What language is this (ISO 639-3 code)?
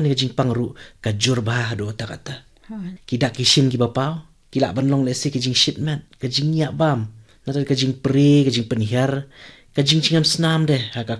kha